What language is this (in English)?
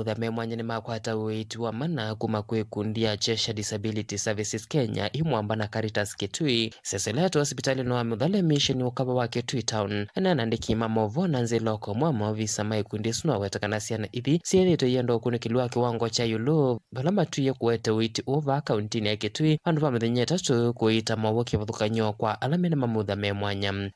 Kamba